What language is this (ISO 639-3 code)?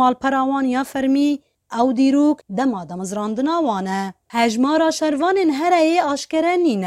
kur